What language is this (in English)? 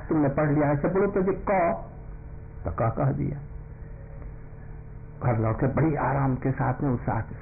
Hindi